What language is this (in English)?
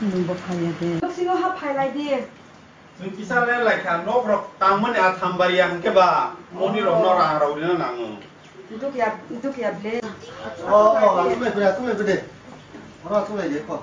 Kok Borok